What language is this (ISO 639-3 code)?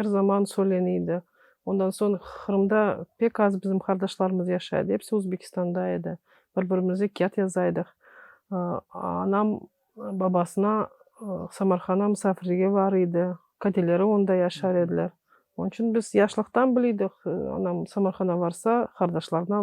crh